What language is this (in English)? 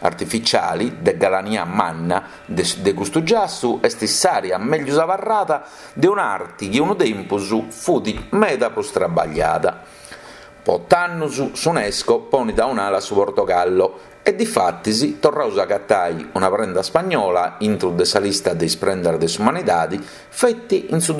Sardinian